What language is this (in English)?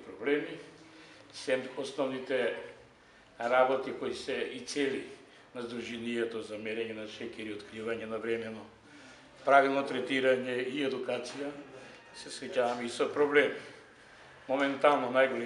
Macedonian